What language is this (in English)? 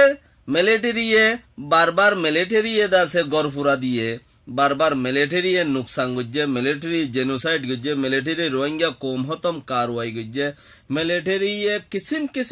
Rohingya